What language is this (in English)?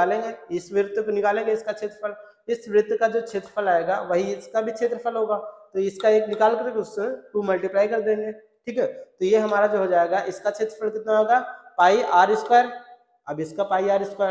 Hindi